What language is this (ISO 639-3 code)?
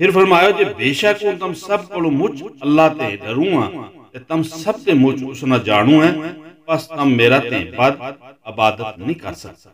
gju